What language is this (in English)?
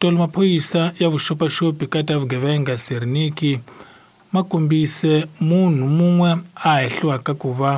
Tsonga